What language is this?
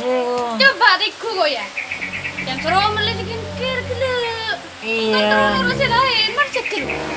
Madurese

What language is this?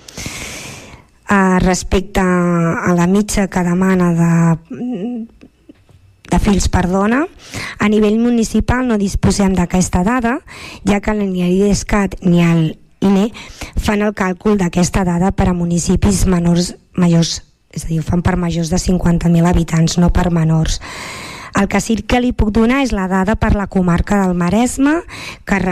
Catalan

